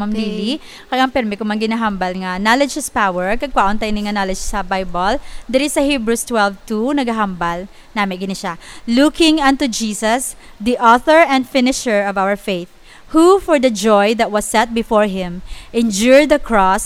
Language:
Hiligaynon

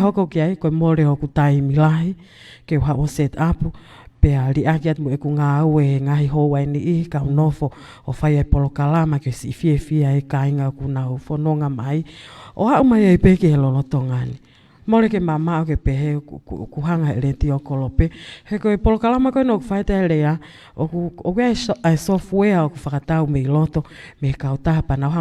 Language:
Tongan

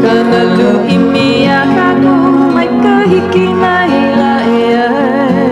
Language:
Hawaiian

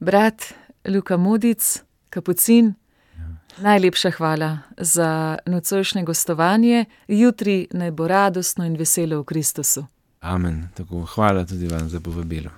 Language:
Slovenian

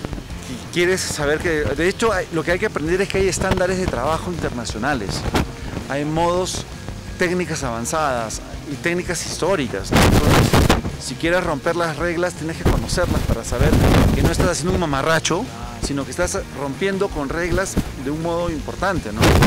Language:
Spanish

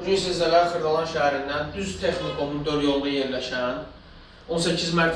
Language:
Azerbaijani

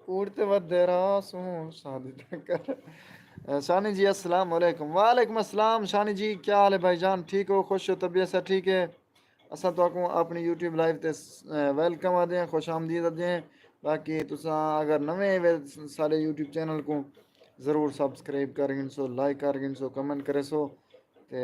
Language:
Saraiki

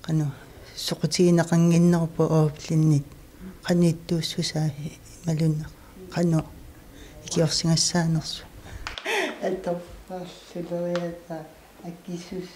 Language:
Kalaallisut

